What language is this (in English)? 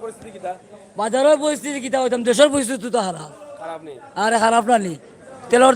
Sylheti